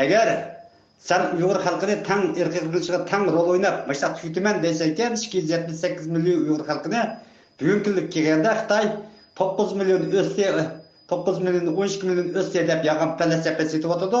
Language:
Uyghur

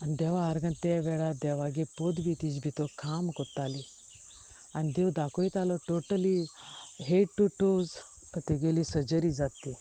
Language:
Konkani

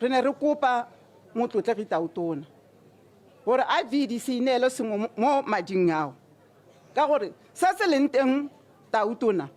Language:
Tswana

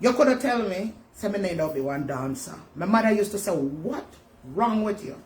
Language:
Jamaican Creole English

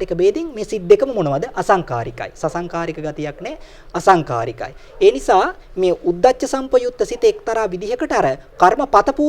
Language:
Sinhala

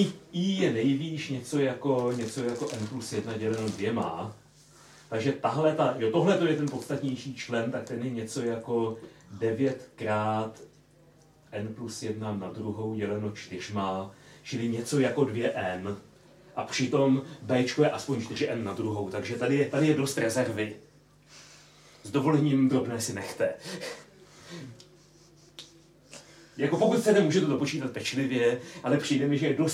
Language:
Czech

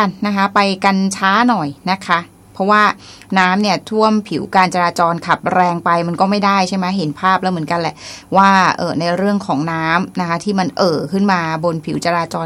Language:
Thai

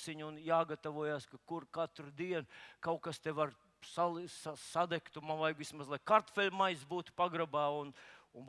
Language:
Latvian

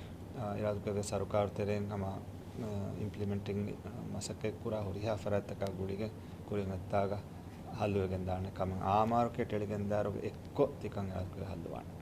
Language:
Divehi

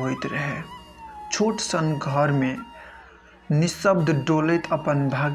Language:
Maithili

